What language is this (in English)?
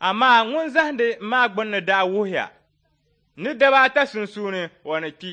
Dagbani